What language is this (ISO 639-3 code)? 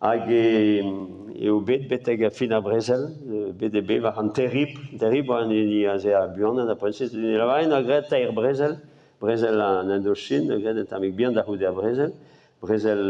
bre